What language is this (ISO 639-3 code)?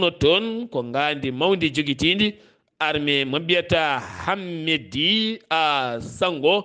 ful